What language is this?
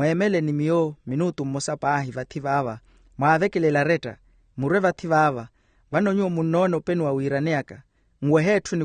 Makhuwa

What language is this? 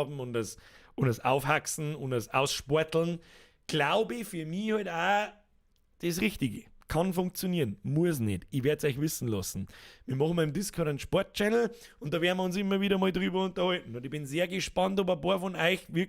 Bavarian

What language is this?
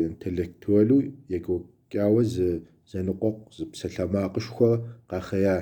Kabardian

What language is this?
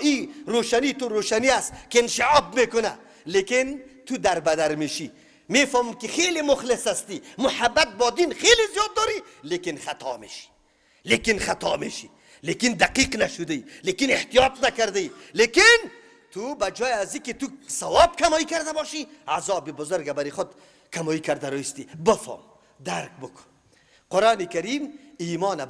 Persian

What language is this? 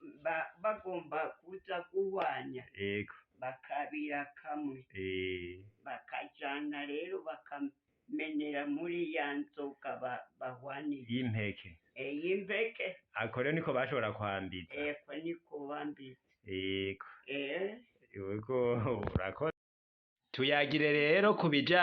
Rundi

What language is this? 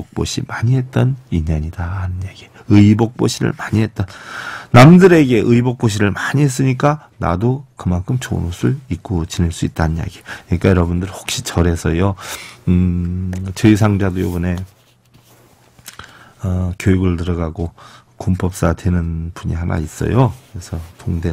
Korean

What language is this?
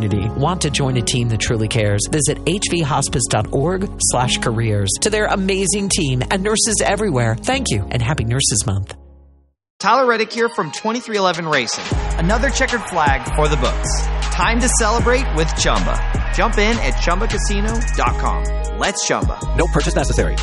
English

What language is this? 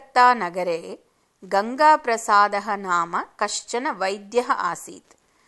Sanskrit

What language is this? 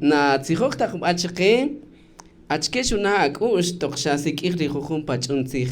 Kaqchikel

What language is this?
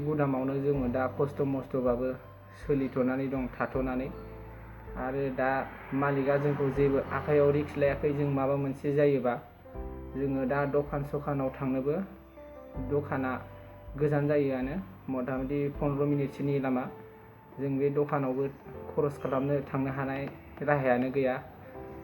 Bodo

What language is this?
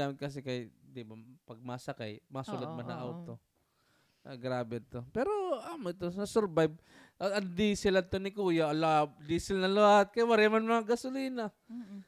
Waray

